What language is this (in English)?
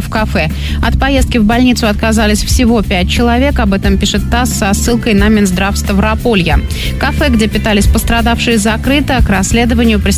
Russian